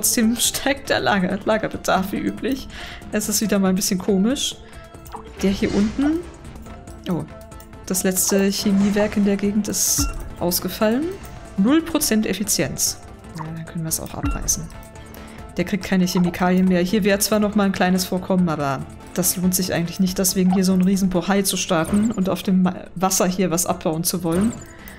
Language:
German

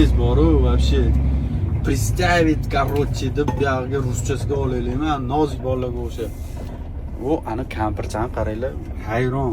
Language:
Uzbek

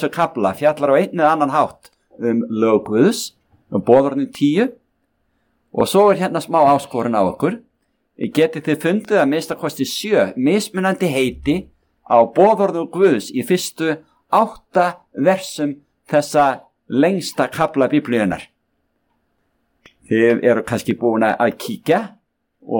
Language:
Icelandic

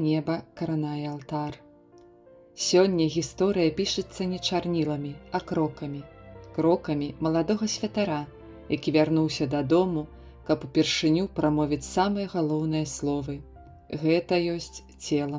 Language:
Belarusian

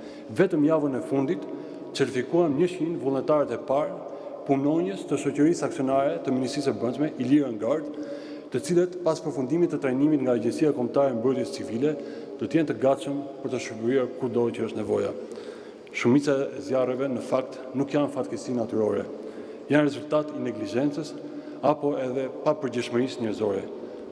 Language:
Albanian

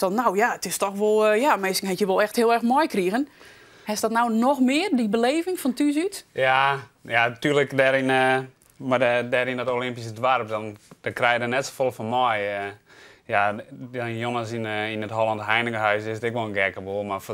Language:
Western Frisian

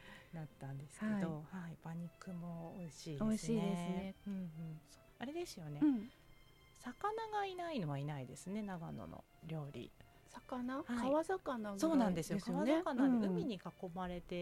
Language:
Japanese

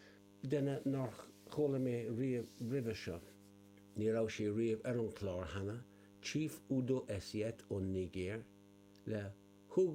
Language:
Irish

